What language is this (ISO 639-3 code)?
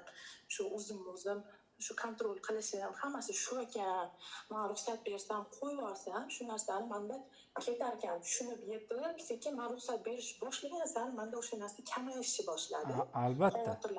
uzb